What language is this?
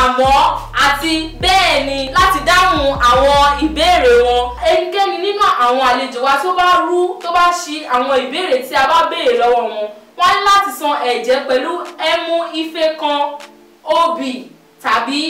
Yoruba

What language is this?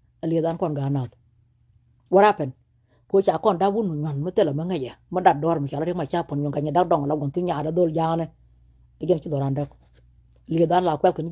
Nuer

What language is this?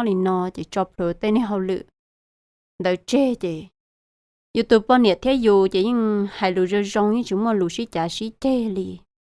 Hmong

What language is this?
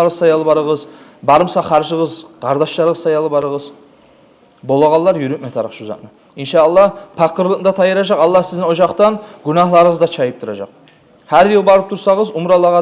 Kumyk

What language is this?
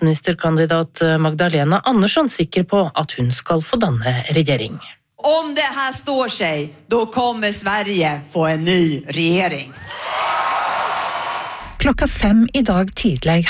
Norwegian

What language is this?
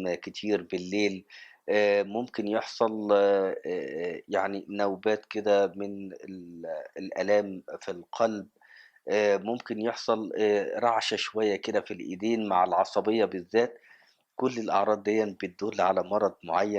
Egyptian Arabic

